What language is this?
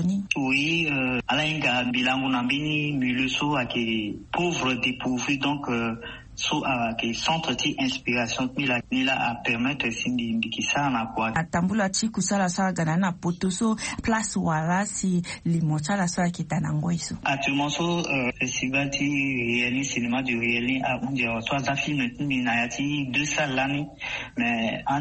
Sango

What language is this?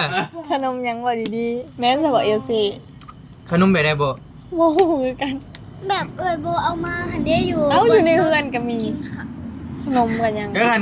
Northeastern Thai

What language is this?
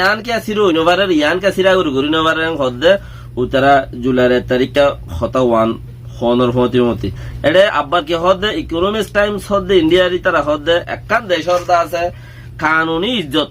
Rohingya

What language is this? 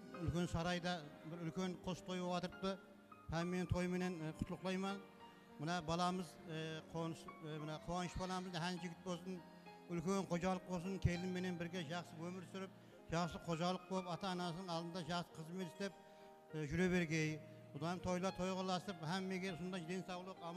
Kara-Kalpak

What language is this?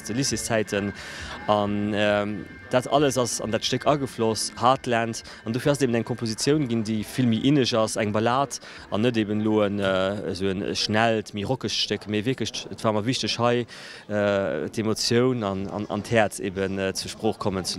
Luxembourgish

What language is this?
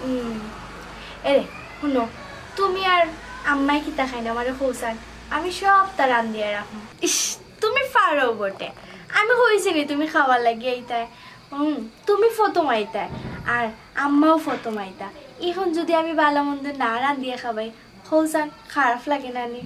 Sylheti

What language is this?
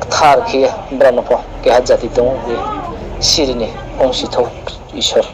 Riang (India)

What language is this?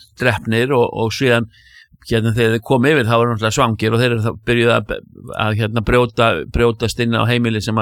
Icelandic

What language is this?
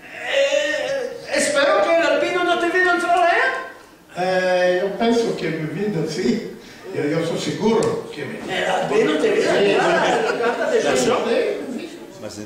Ladino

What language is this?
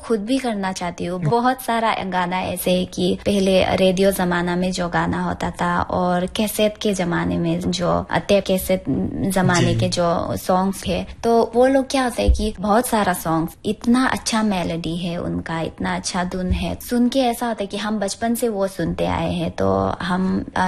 Hindi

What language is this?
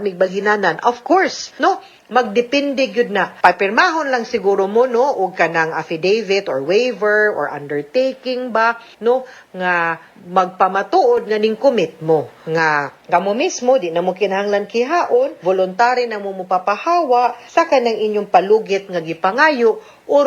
Cebuano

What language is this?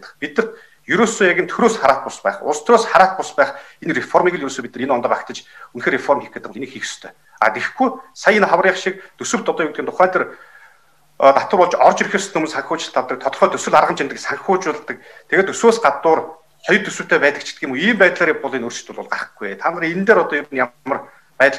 Mongolian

